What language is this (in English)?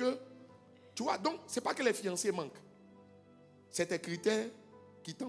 French